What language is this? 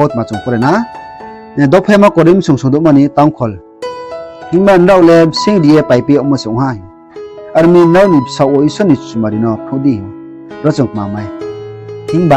Riang (India)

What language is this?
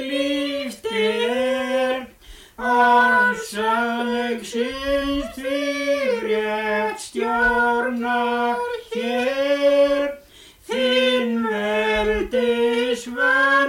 Icelandic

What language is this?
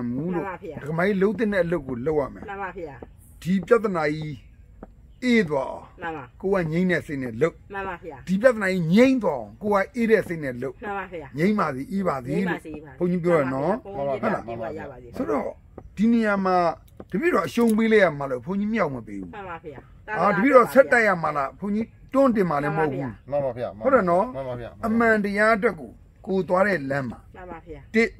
Burmese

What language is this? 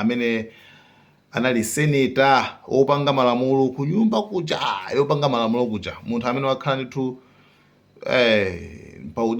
Nyanja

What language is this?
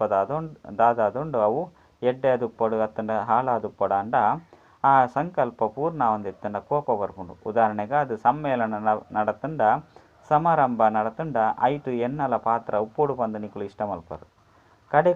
Tulu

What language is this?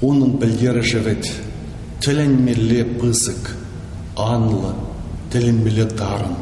Chuvash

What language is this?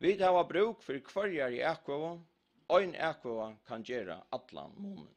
Faroese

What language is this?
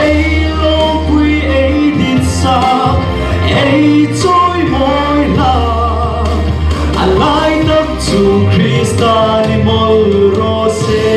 Hmar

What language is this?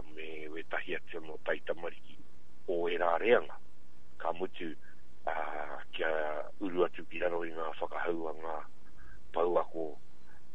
Māori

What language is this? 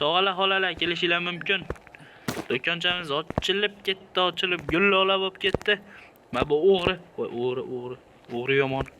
Uzbek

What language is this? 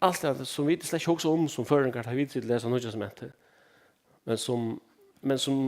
Faroese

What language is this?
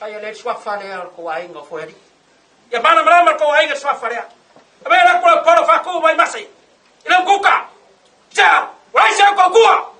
Samoan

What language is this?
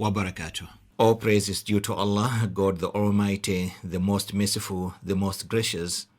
English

